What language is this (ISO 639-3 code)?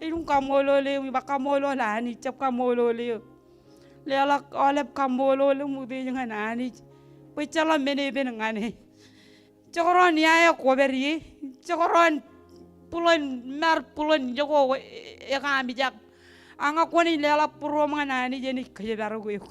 mah